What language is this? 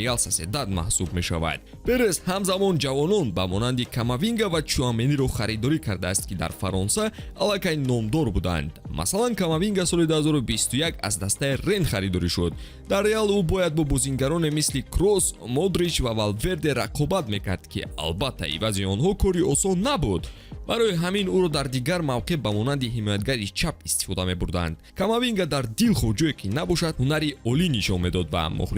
Tajik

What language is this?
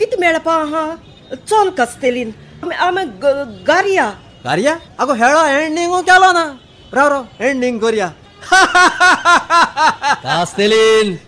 Konkani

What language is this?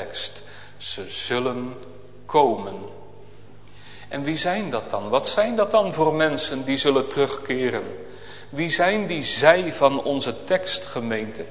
Dutch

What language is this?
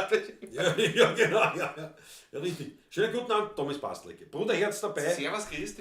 Bavarian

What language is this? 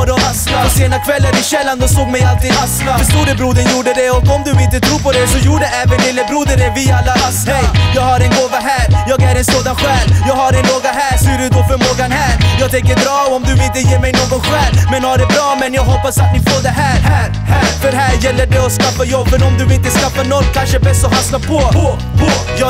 Swedish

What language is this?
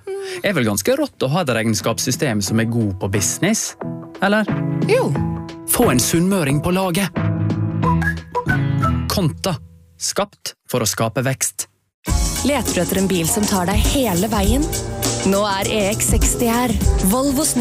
Norwegian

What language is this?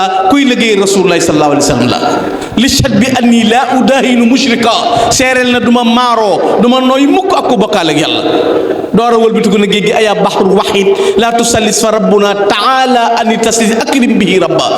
Wolof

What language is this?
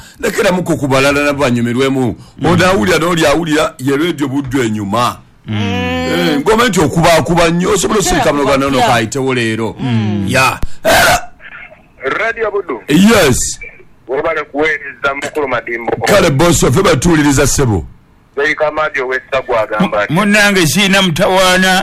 Ganda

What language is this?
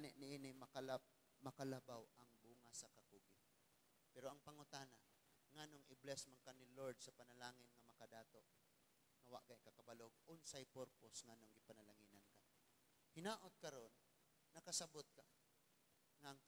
Cebuano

